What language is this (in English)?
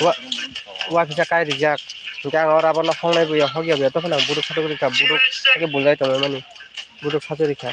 Kok Borok